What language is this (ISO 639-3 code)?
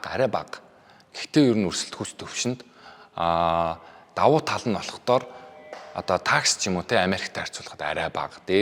mon